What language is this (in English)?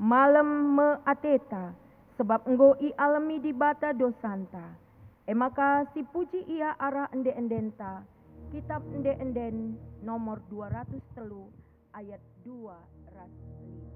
Batak Karo